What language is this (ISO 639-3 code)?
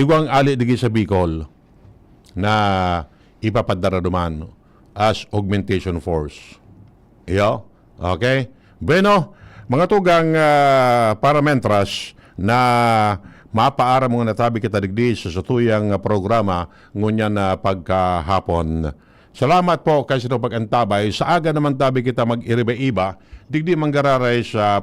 bik